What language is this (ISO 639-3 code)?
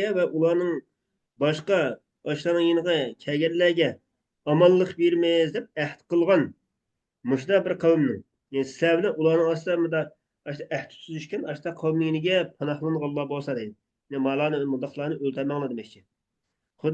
uig